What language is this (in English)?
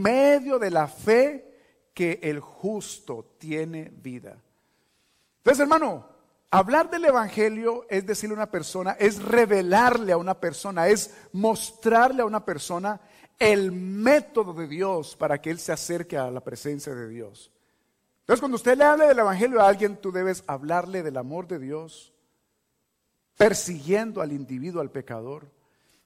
Spanish